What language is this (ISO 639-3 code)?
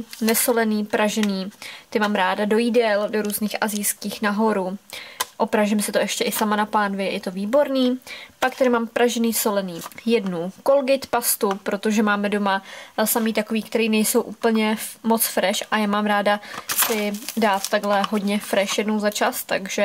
ces